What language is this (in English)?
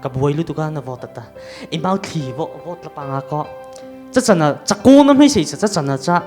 Mara Chin